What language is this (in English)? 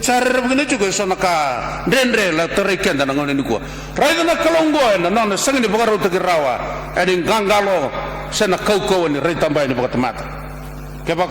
Fijian